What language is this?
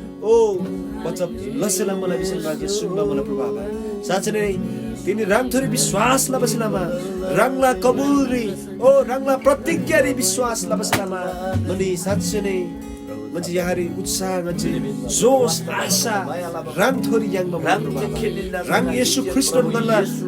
Eastern Tamang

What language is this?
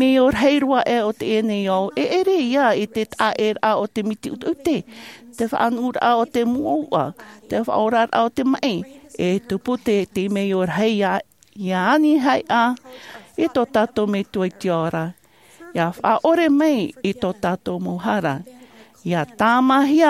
Tahitian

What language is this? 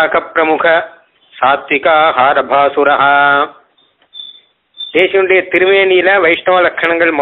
Tamil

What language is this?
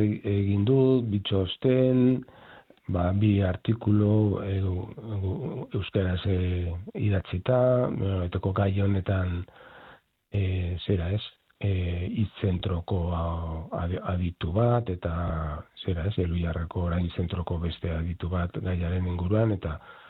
Basque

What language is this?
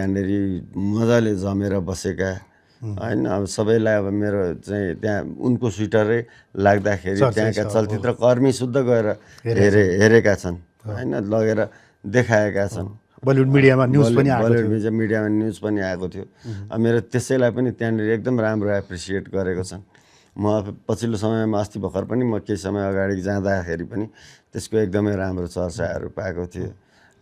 Nepali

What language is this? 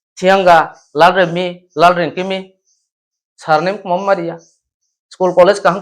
Riang (India)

